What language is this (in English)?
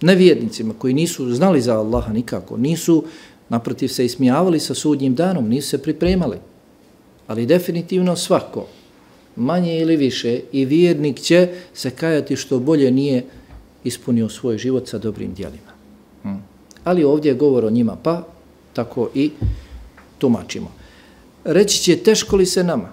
Bosnian